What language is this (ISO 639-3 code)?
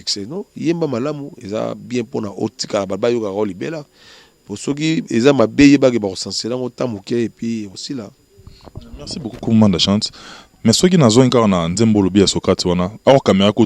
lin